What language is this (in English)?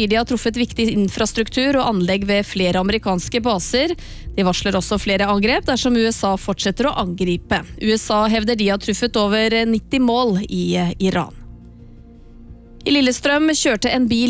Norwegian